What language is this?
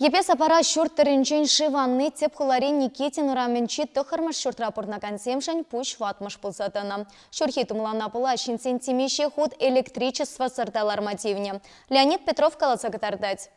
Chuvash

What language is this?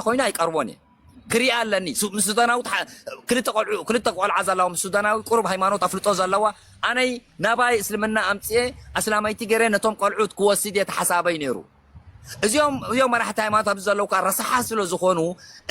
Tigrinya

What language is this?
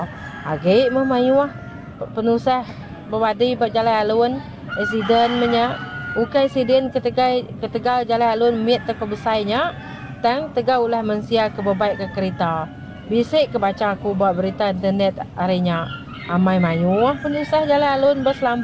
Iban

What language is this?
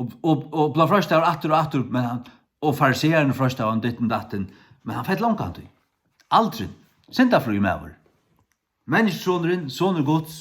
Faroese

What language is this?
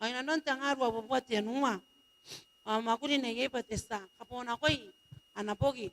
Gilbertese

